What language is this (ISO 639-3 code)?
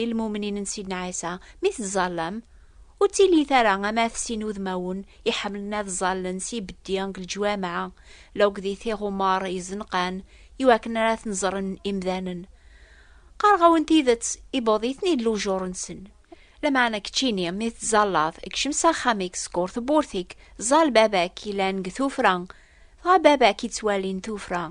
kab